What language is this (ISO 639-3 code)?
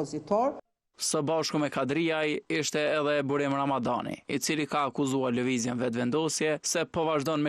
sqi